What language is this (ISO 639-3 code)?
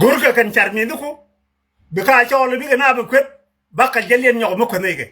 nus